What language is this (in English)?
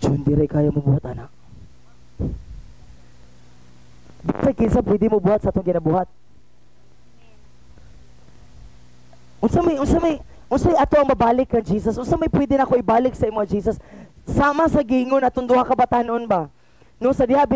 Cebuano